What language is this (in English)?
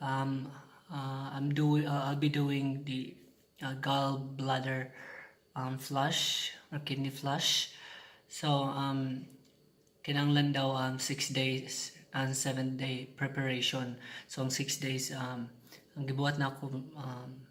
Cebuano